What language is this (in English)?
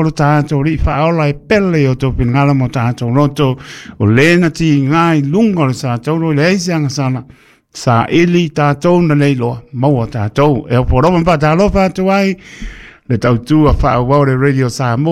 Samoan